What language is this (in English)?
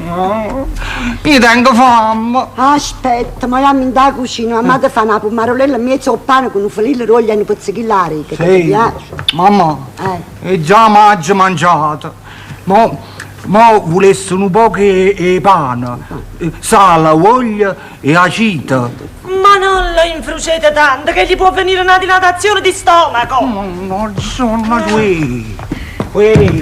Neapolitan